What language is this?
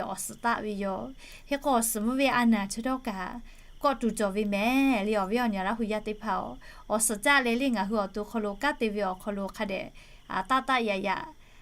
Lahu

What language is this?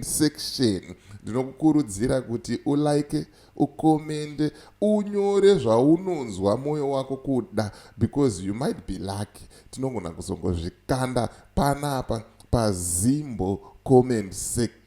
Shona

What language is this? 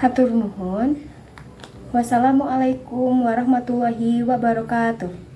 Sundanese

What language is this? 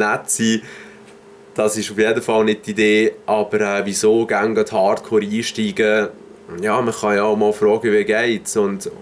Swiss German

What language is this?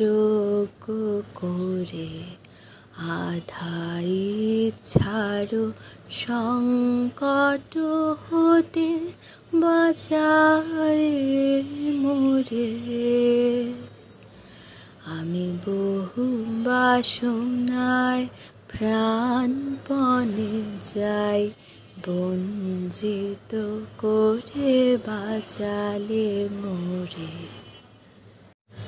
Bangla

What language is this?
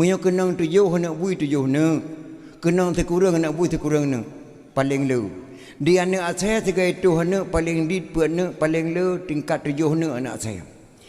Achinese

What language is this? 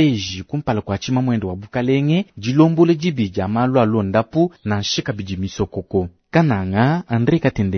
Luba-Lulua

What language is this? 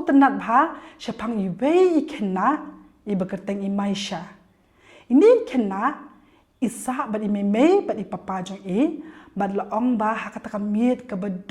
Khasi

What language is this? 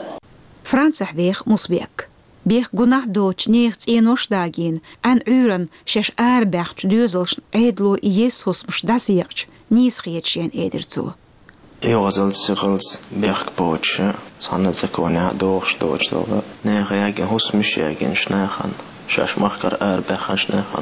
Chechen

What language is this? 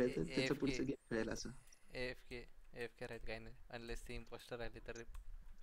Marathi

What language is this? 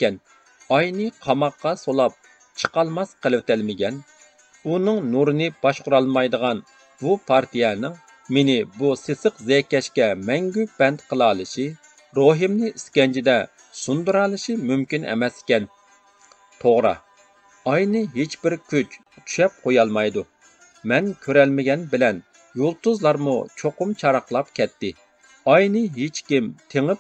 Uyghur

